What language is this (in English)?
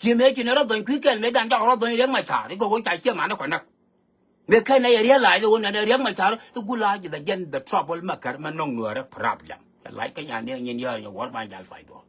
Nuer